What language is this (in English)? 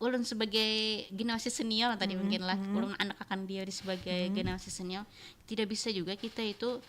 Banjar